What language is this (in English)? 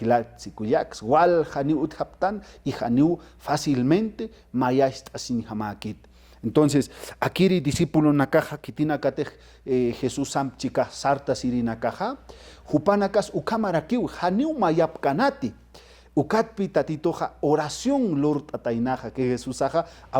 Aymara